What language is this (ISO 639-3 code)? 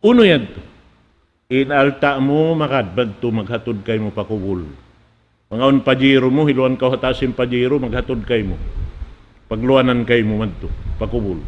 tsg